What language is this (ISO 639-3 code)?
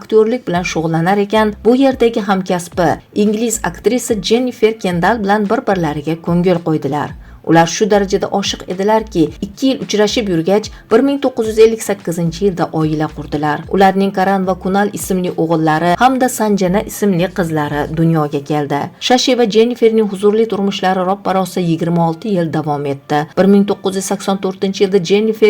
uzb